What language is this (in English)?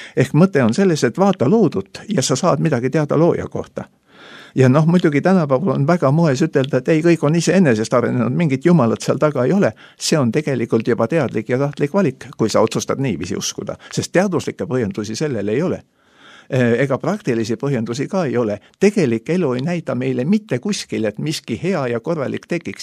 Estonian